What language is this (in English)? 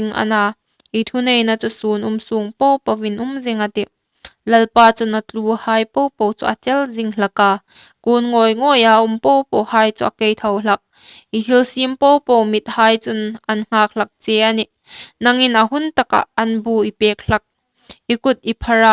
Hmar